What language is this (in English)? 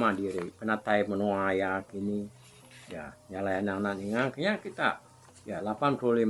Iban